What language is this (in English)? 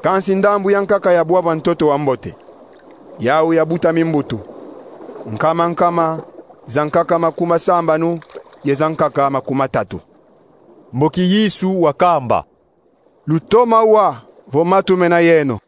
Kongo